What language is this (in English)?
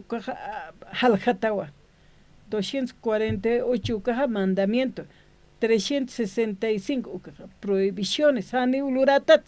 Aymara